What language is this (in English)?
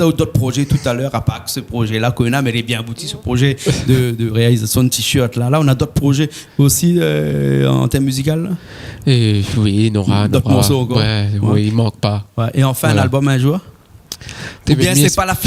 Réunion Creole French